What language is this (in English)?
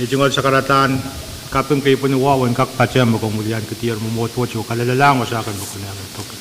Pohnpeian